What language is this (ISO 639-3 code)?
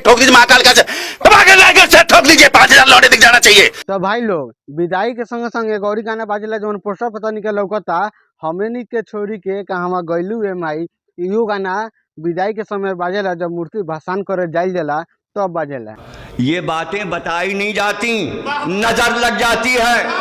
bho